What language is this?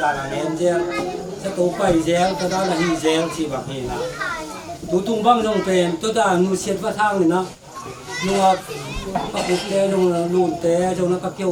Tedim Chin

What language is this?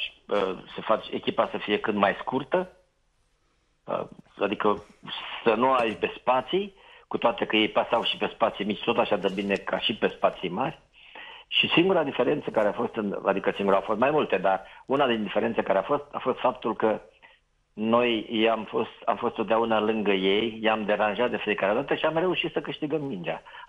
Romanian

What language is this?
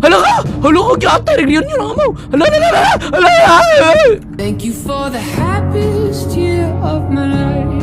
Cebuano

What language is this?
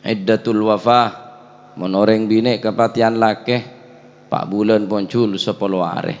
Madurese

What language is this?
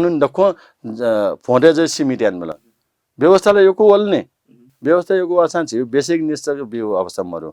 Newari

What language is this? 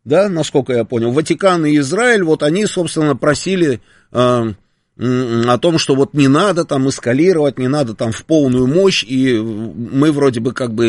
Russian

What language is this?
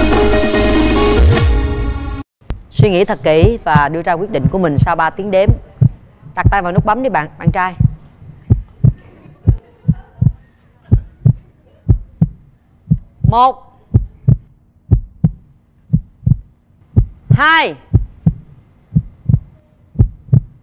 Vietnamese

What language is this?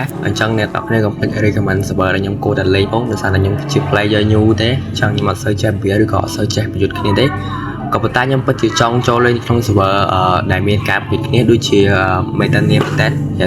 Khmer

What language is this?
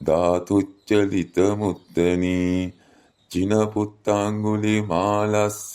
Sinhala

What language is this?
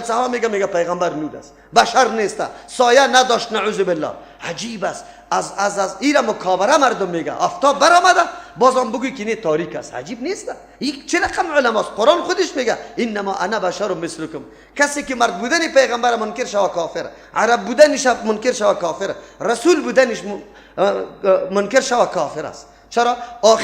Persian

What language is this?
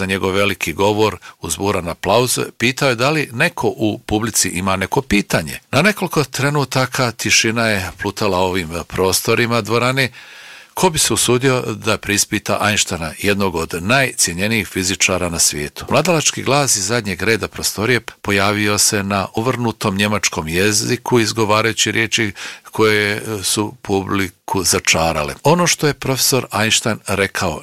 Bosnian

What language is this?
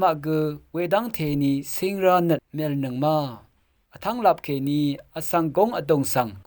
Rawang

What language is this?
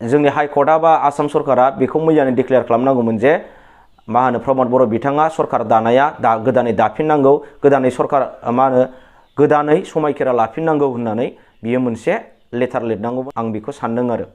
Bodo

